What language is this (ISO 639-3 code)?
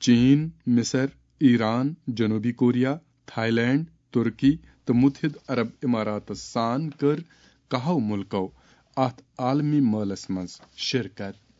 kas